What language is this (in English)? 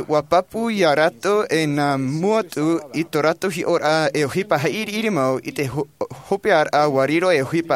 Tahitian